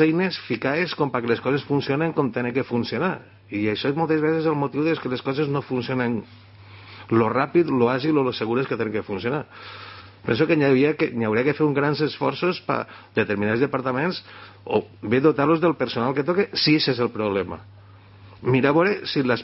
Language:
Catalan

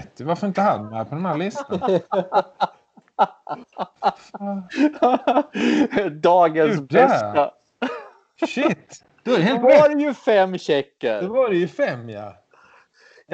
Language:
Swedish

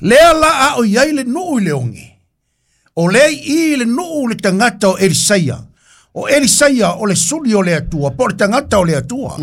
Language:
Samoan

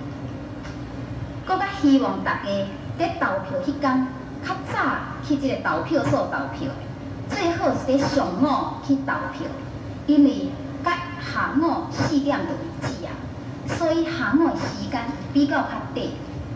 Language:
Min Nan Chinese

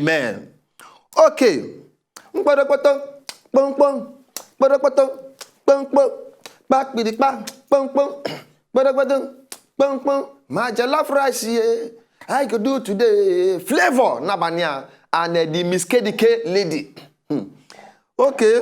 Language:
Nigerian Pidgin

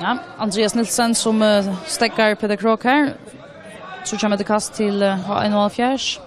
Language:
Faroese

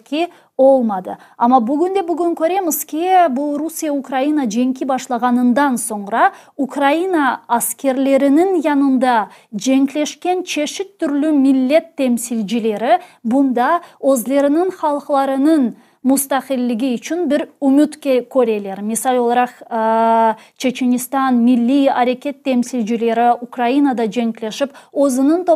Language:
Crimean Tatar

